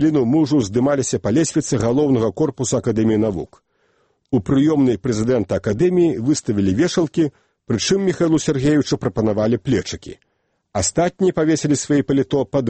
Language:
Belarusian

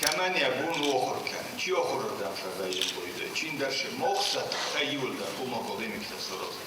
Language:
Ossetic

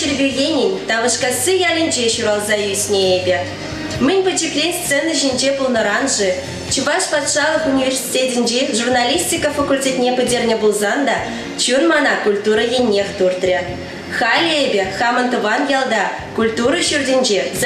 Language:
Chuvash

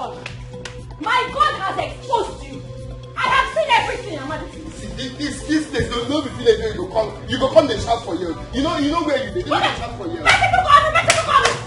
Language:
Nigerian Pidgin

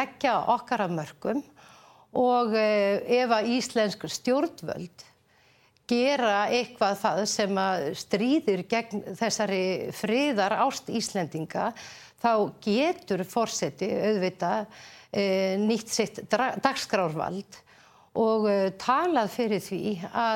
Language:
Icelandic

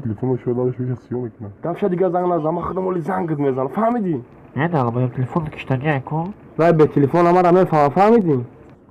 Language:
Tajik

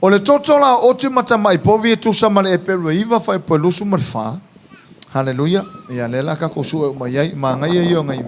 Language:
Samoan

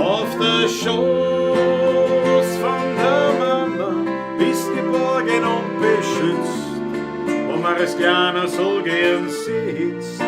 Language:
Bavarian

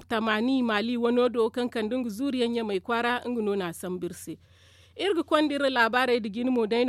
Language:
Zarma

